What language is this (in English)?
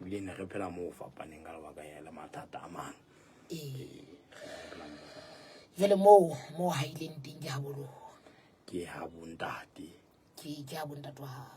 Southern Sotho